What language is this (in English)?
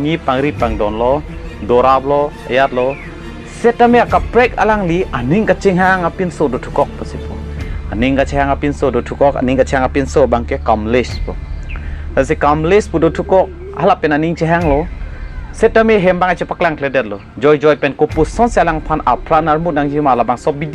Karbi